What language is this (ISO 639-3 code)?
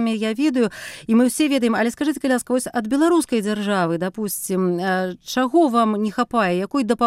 bel